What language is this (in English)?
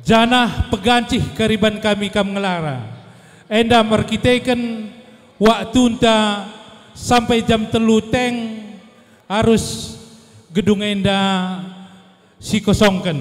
Batak Karo